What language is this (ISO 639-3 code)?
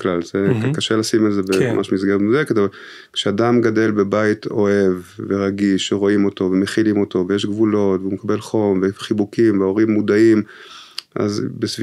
heb